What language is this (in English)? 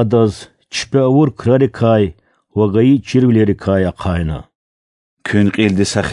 Lezghian